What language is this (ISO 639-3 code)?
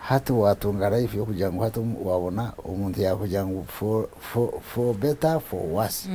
nyn